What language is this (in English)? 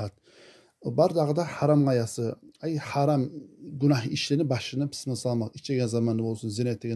Kumyk